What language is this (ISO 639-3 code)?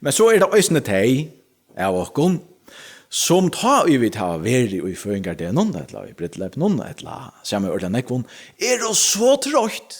fao